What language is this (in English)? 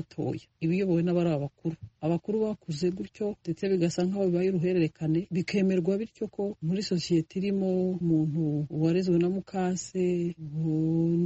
Kinyarwanda